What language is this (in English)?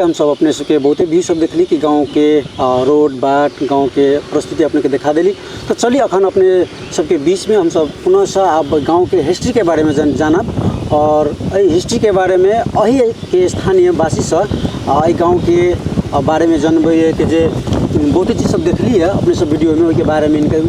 Maithili